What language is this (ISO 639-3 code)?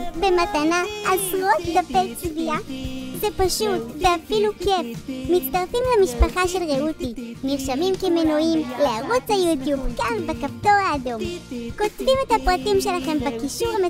heb